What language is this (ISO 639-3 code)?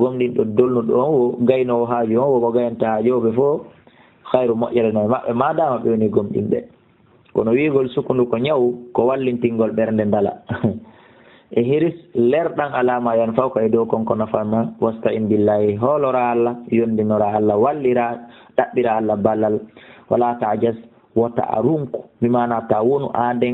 ful